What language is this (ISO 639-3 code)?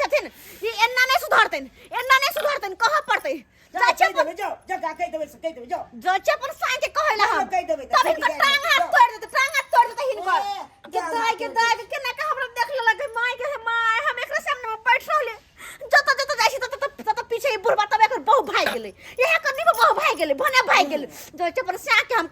mai